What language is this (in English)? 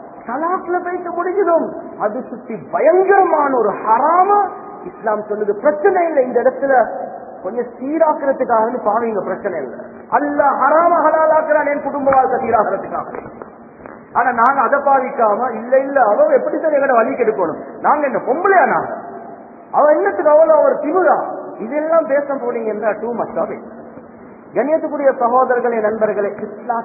Tamil